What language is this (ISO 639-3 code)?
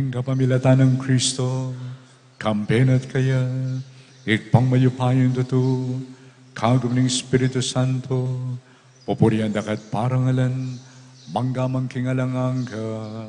pam